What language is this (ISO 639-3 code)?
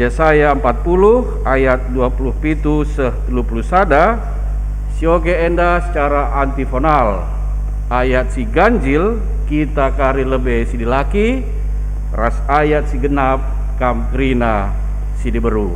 btx